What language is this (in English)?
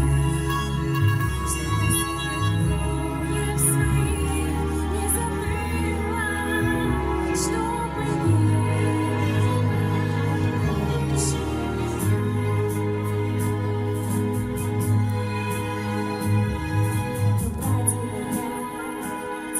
Russian